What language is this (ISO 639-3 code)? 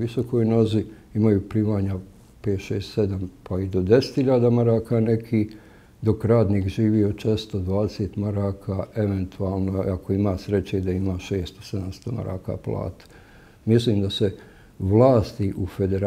bos